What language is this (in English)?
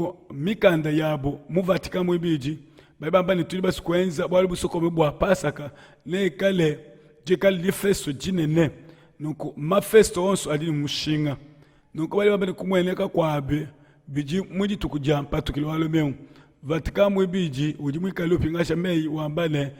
Luba-Lulua